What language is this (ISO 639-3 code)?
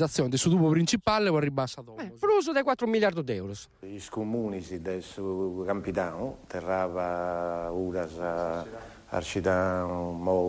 srd